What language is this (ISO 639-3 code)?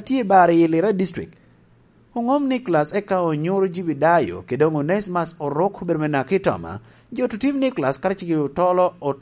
laj